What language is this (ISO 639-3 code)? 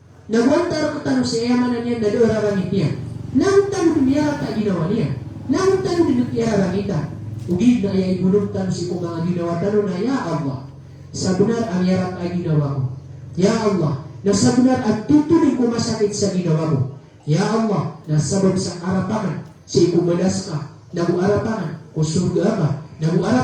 mrw